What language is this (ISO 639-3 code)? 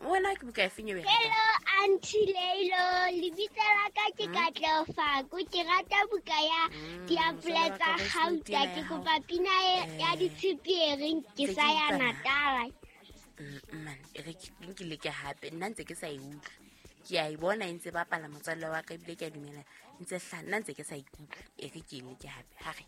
sot